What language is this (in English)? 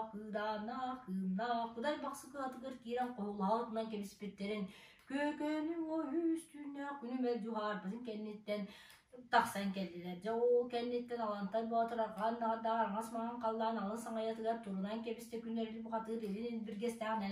Yakut